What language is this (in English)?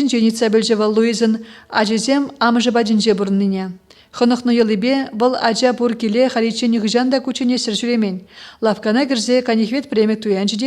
Chuvash